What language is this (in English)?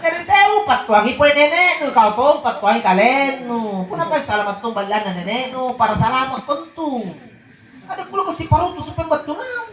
Makasar